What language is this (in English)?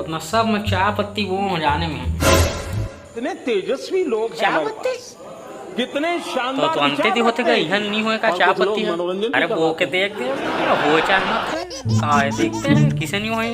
Chhattisgarhi